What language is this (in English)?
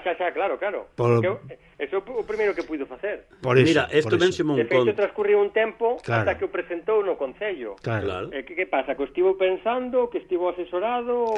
Galician